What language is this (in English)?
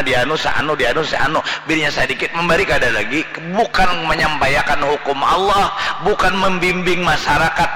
Banjar